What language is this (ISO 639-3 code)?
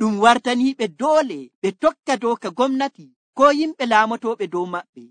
fuv